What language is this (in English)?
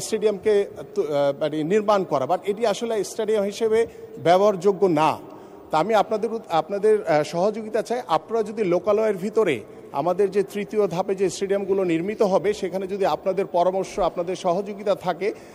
Bangla